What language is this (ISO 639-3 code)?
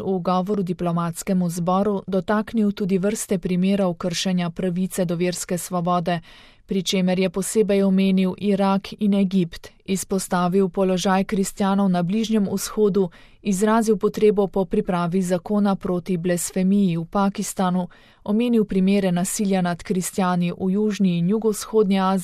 slv